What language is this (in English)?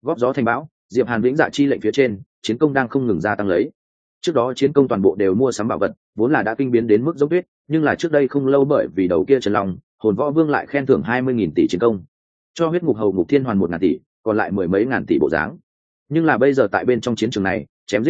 Vietnamese